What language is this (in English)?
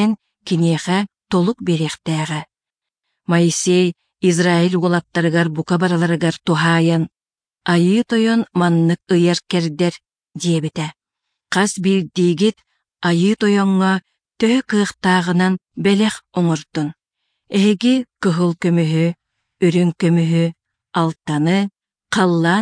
Yakut